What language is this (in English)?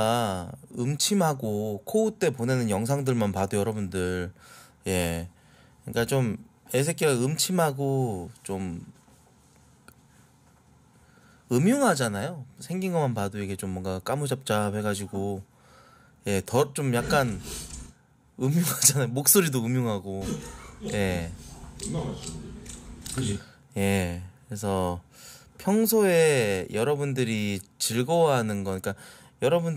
Korean